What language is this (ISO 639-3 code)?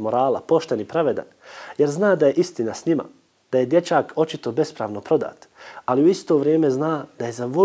bos